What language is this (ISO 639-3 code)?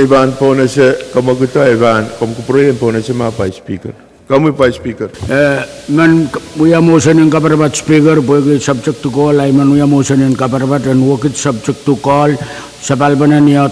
pon